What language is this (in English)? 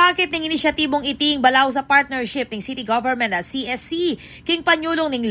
Pampanga